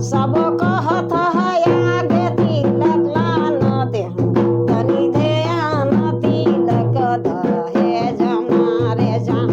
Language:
Sadri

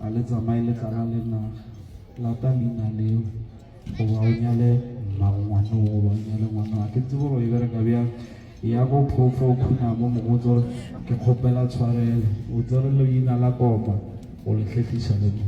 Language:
Northern Sotho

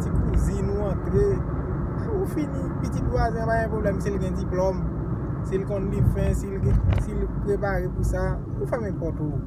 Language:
Haitian Creole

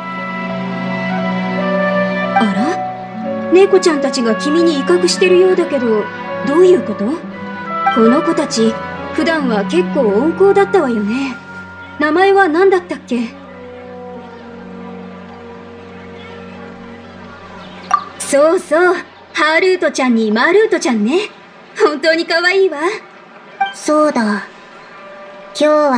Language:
Japanese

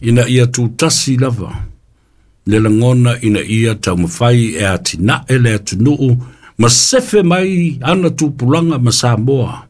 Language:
Samoan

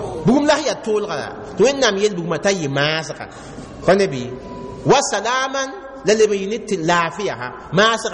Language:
Mossi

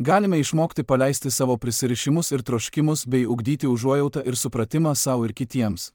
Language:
Lithuanian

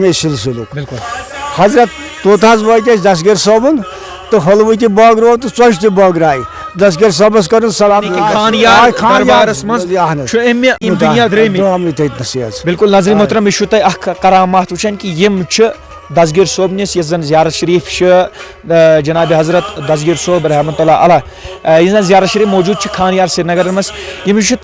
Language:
Kashmiri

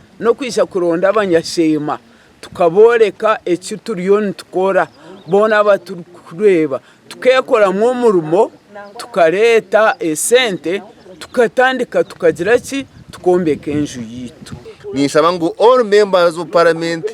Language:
Nyankole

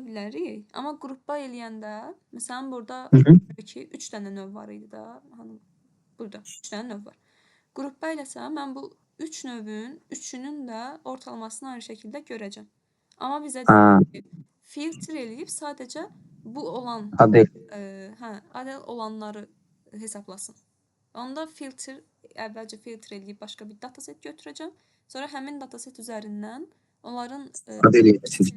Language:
Azerbaijani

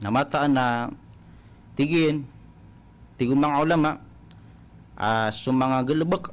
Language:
Maranao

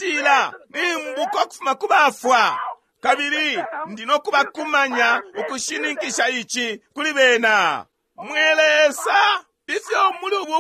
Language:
Bemba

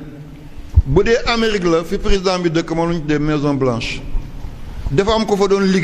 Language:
Wolof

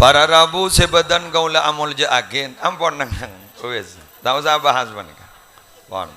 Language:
Madurese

